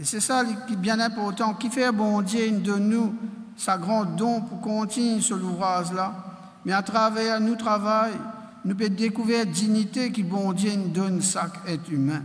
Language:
Morisyen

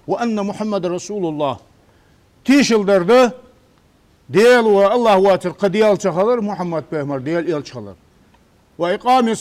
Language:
Ingush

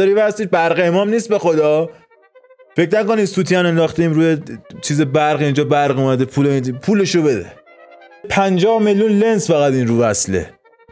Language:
Persian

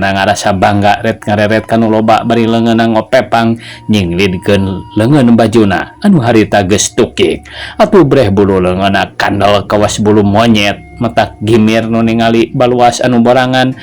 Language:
Sundanese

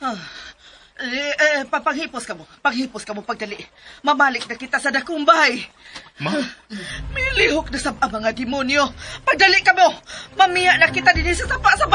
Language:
Cebuano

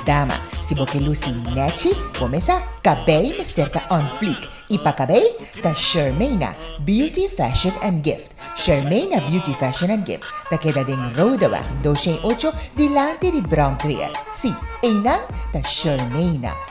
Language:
Papiamento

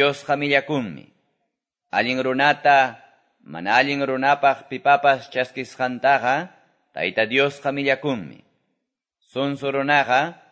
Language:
Quechua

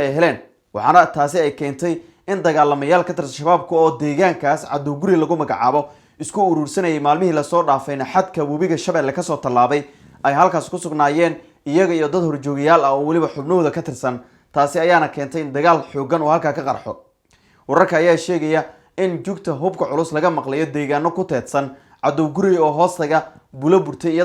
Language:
Somali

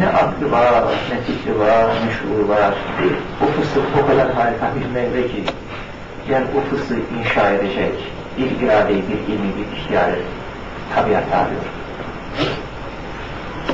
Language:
Turkish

